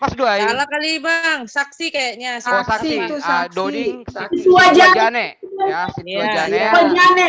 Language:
Batak Simalungun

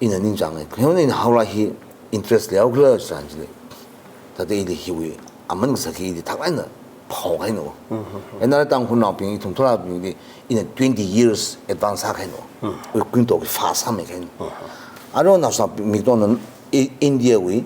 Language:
Tangkhul Naga (India)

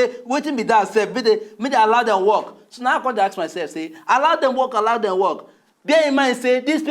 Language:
Nigerian Pidgin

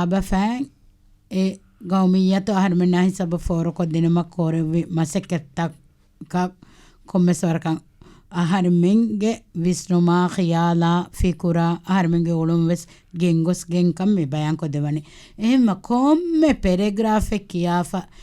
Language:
Divehi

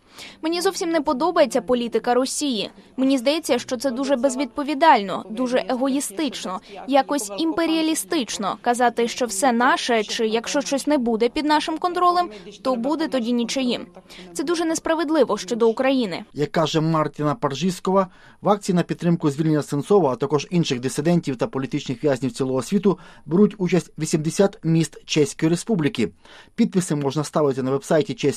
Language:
Ukrainian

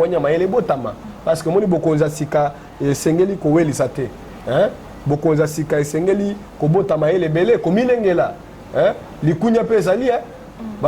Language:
Lingala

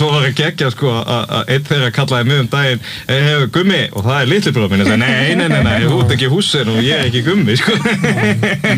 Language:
Icelandic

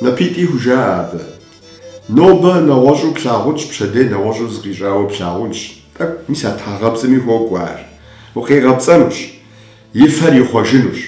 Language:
Kabardian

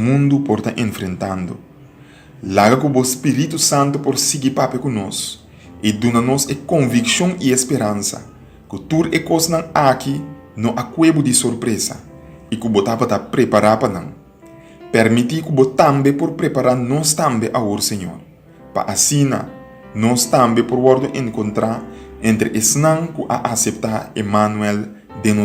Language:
Papiamento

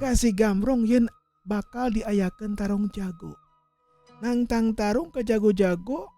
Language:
Sundanese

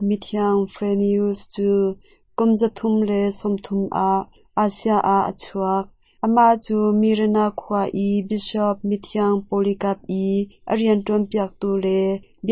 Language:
Hakha Chin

